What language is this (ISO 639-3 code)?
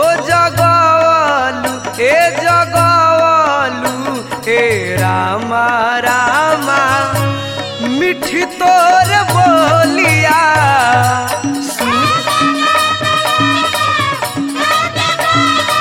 bho